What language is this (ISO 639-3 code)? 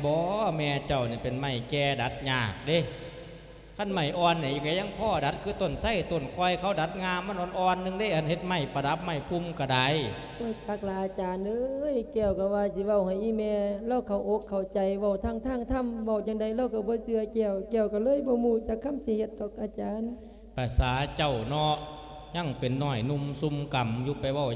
lao